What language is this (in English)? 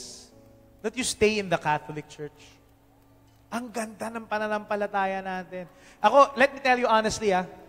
Filipino